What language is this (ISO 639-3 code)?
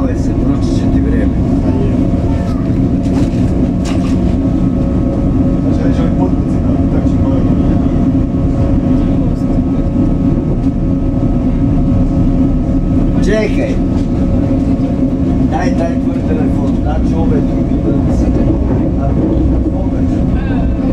hrv